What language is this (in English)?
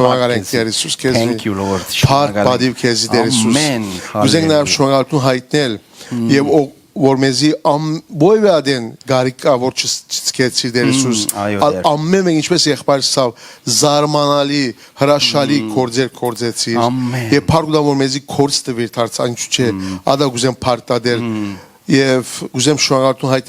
Western Armenian